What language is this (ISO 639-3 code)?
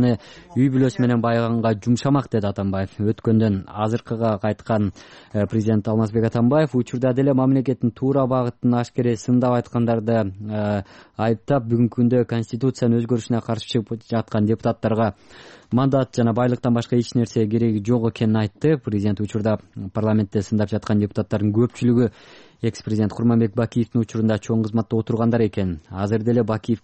kir